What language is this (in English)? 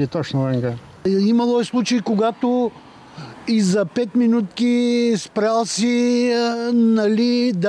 Bulgarian